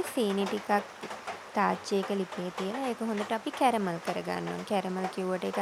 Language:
Sinhala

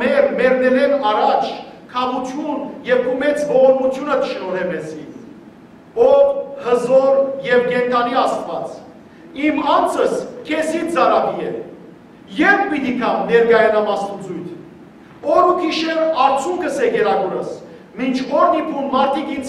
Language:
Western Armenian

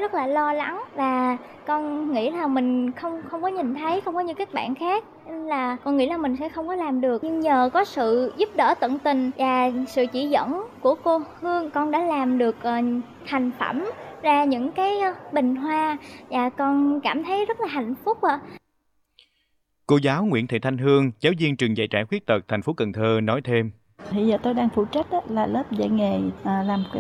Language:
Vietnamese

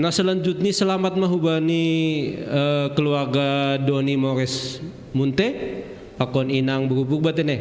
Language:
Batak Simalungun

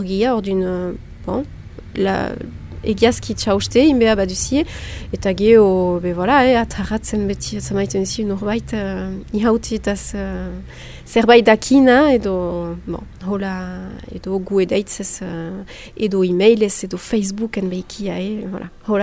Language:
Basque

